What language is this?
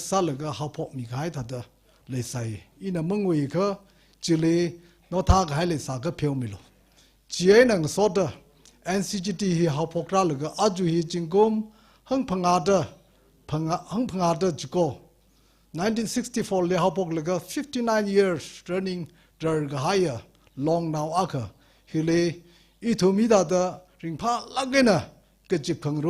Tangkhul Naga (India)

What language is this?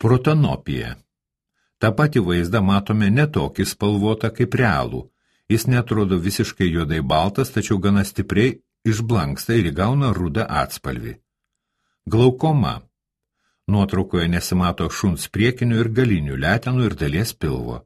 Lithuanian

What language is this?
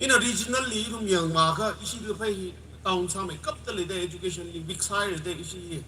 Tangkhul Naga (India)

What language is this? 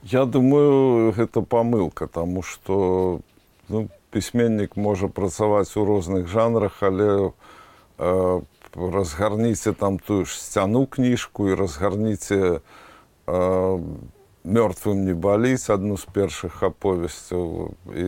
Belarusian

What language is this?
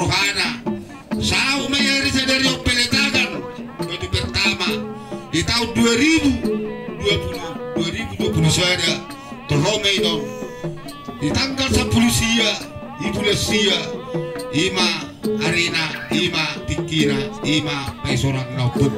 Batak Toba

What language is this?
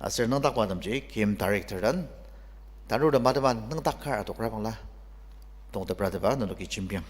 Ao Naga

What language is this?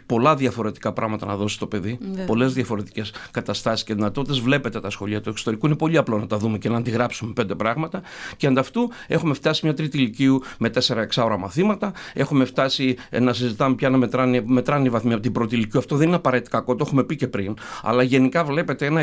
Greek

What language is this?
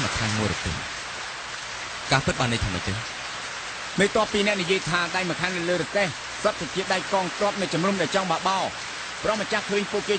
Khmer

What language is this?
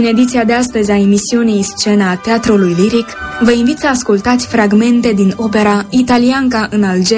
Romanian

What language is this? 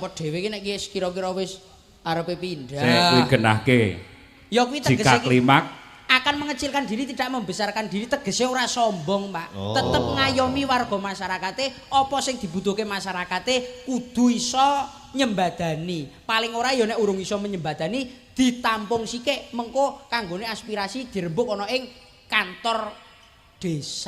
Javanese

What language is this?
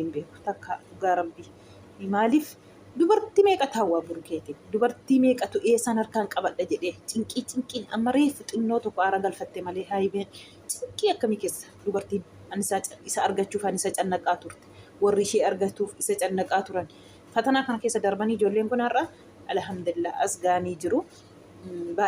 Oromo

